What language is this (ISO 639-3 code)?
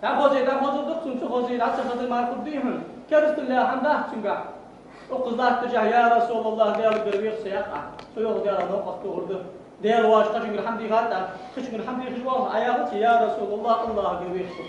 inh